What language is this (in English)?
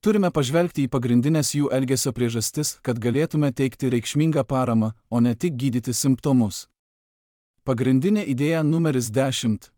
Lithuanian